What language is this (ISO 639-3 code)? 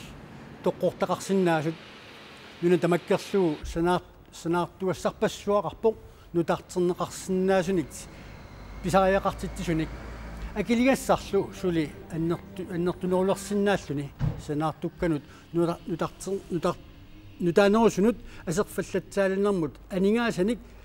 kal